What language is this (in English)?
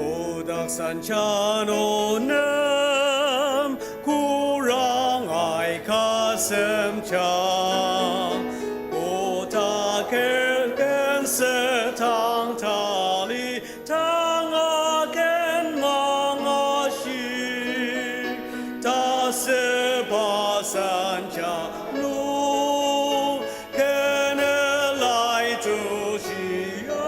Ao Naga